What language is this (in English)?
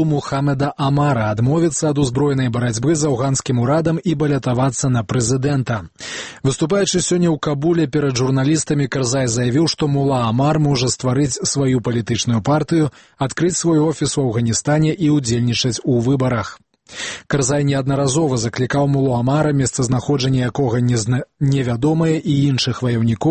Belarusian